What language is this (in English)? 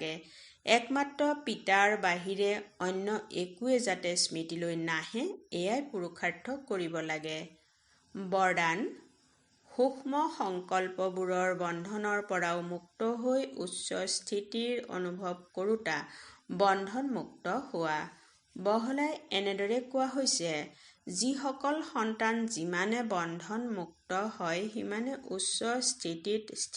Assamese